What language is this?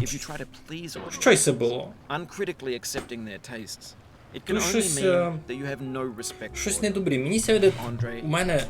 Rusyn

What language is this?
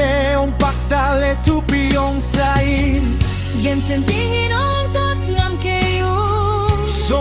Tedim Chin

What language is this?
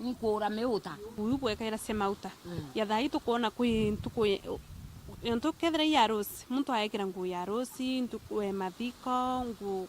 Meru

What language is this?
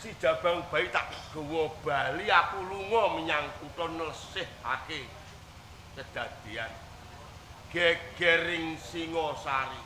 Javanese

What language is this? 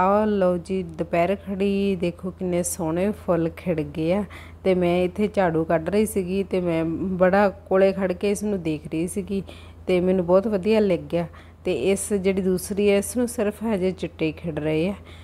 Punjabi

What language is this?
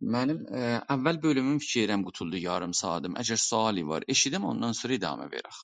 South Azerbaijani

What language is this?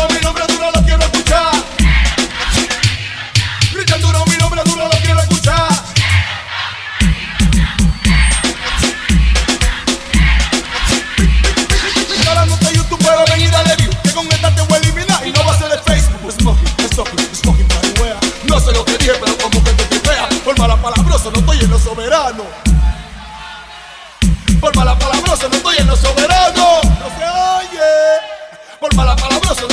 Spanish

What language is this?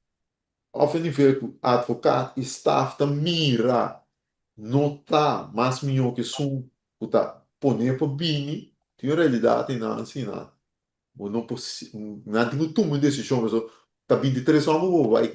Papiamento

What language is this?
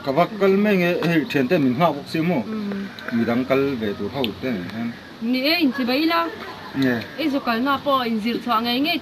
Mizo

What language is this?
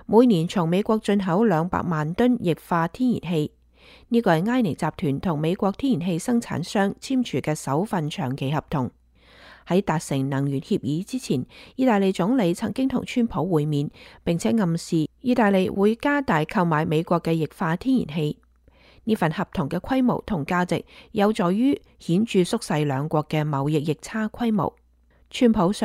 Cantonese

